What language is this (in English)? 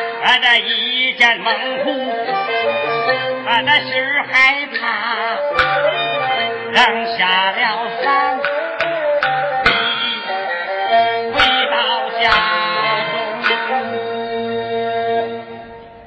Chinese